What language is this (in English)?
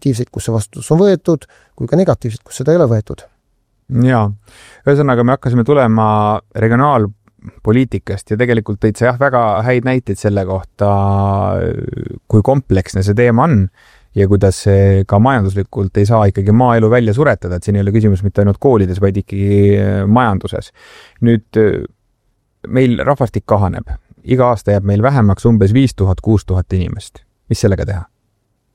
Estonian